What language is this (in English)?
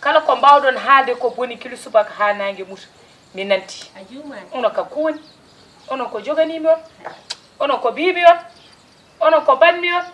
Fula